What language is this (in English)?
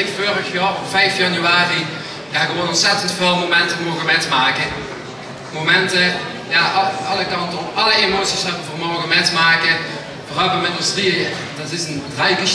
Limburgish